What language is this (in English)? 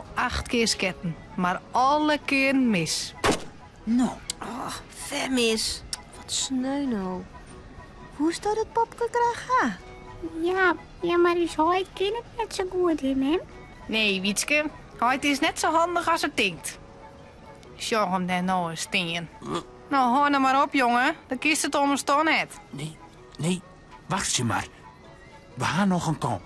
Western Frisian